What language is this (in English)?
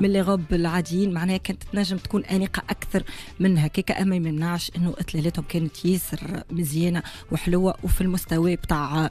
Tunisian Arabic